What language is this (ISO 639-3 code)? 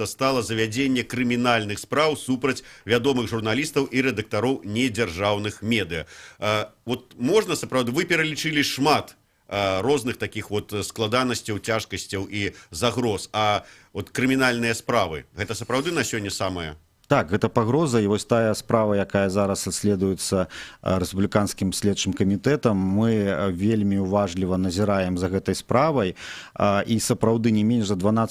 bel